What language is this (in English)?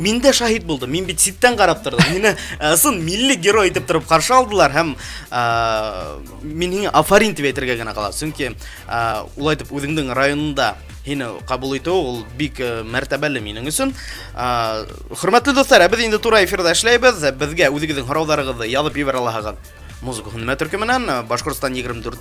Bashkir